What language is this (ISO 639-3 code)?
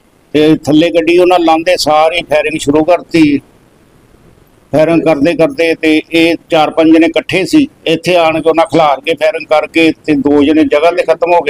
pan